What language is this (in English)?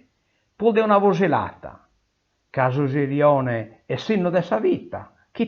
Sardinian